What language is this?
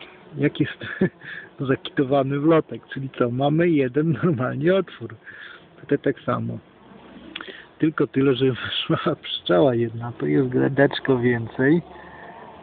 Polish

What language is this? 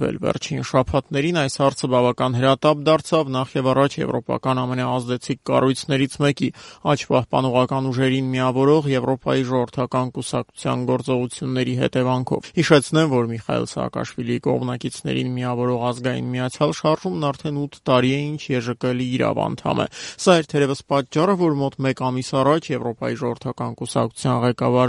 Armenian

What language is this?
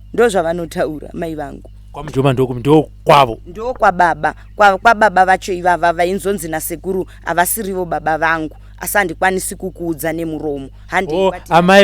Shona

